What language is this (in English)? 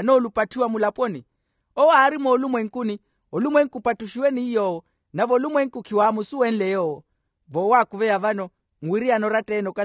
Makhuwa